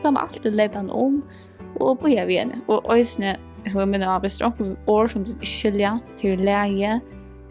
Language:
Faroese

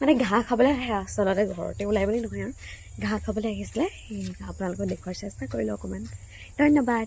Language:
Assamese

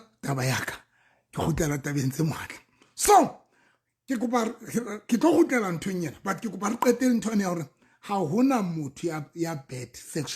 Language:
Southern Sotho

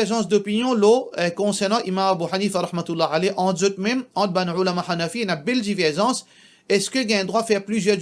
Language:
Morisyen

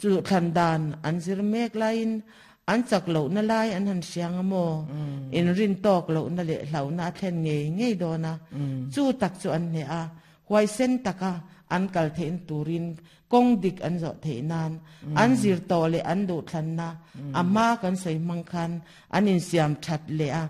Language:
Mizo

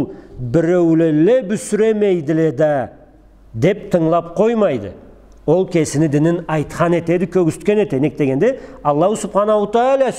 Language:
Karachay-Balkar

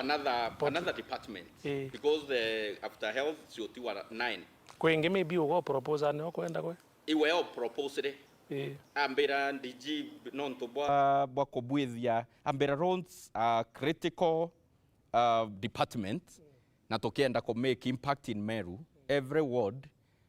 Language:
Meru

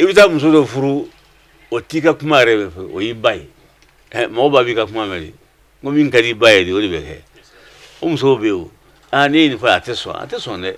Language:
Bambara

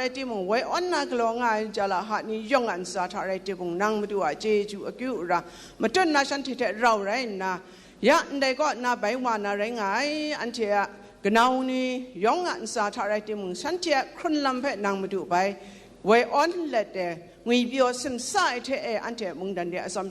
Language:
Kachin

